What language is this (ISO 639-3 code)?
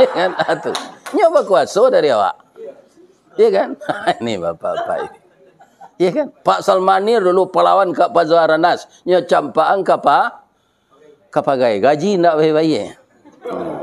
min